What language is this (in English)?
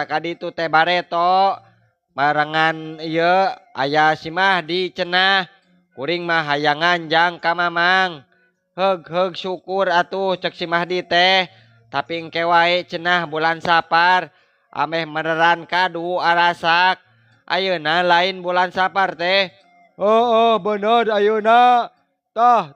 Sundanese